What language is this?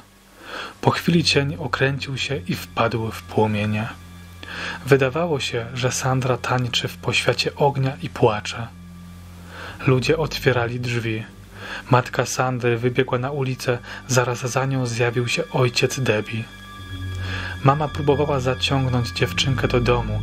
Polish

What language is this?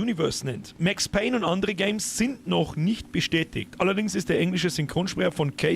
Bavarian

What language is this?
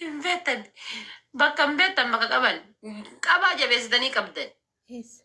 Oromo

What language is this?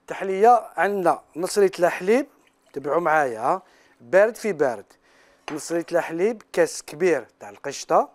Algerian Arabic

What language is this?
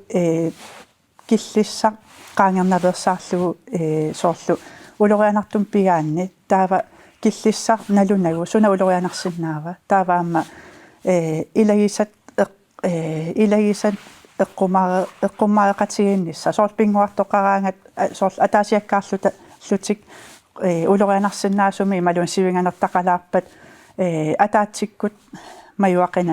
Kalaallisut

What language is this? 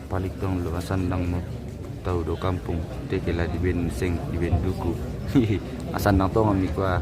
Toraja-Sa'dan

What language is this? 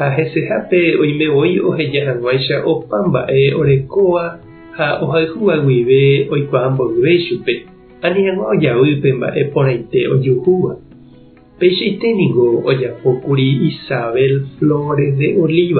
Guarani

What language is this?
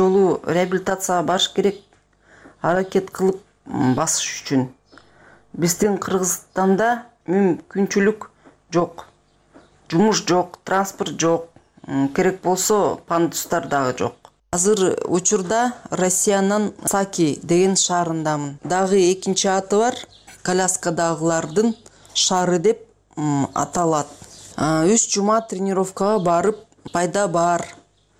Kyrgyz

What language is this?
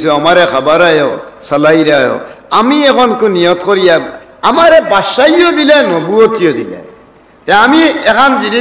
Sylheti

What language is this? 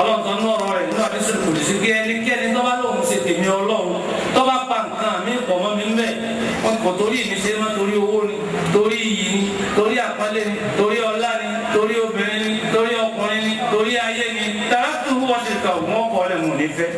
Yoruba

